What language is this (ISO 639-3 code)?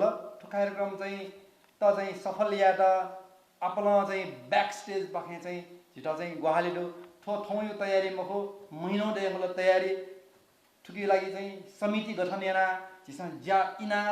new